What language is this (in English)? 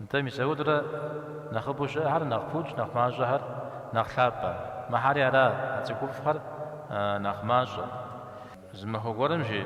Kabardian